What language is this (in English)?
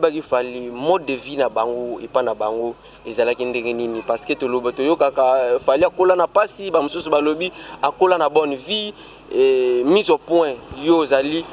Lingala